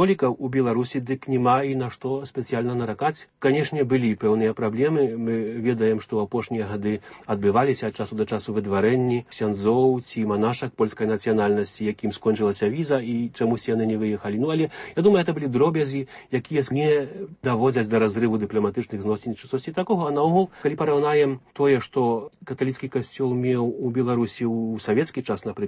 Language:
Belarusian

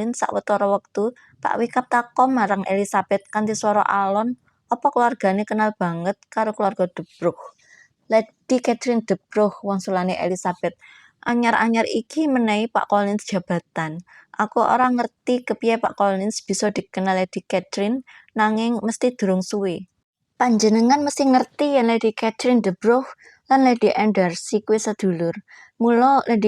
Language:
Javanese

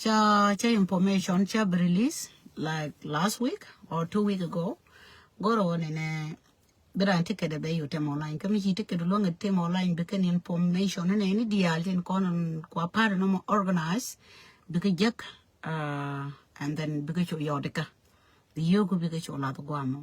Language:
Nuer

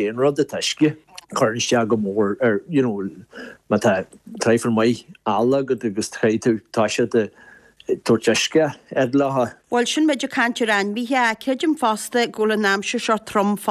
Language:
Irish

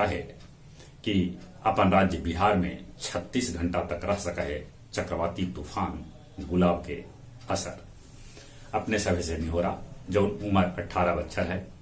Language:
Magahi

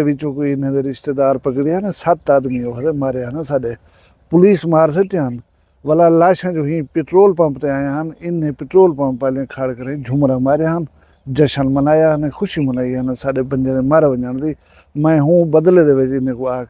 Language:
Saraiki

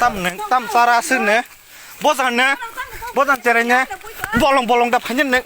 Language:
Kok Borok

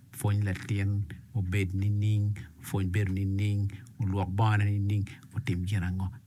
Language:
Acoli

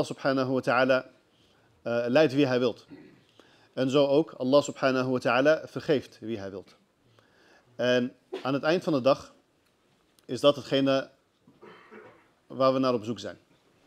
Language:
Dutch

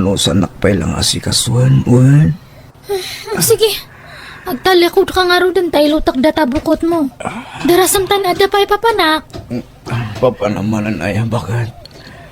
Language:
Iloko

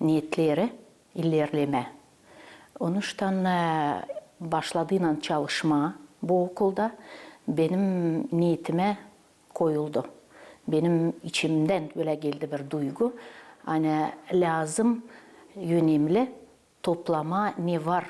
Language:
Gagauz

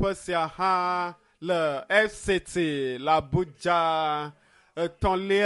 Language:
Ewe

